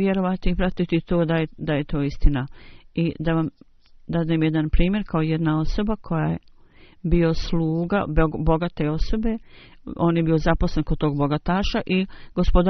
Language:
Bosnian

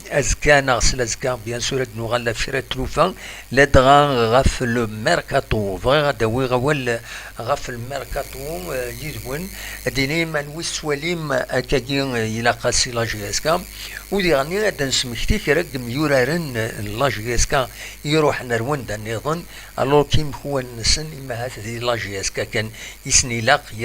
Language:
Kabyle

